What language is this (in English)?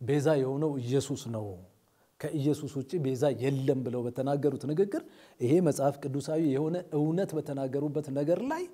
Amharic